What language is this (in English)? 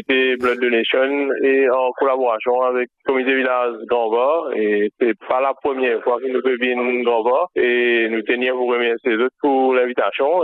Morisyen